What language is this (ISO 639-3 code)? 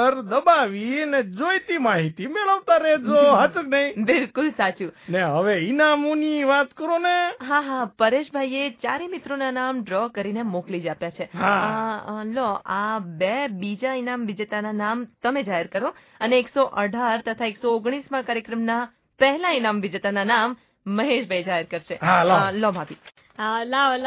guj